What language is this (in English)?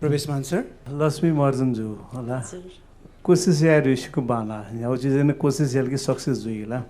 Newari